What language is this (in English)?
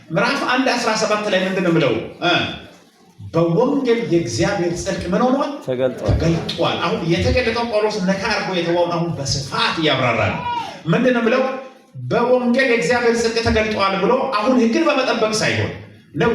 Amharic